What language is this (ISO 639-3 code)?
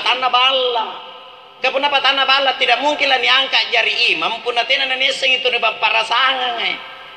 mak